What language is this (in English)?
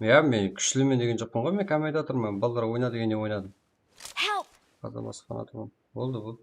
Kara-Kalpak